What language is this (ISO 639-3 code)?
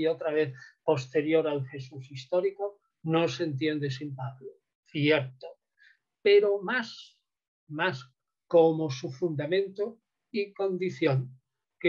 spa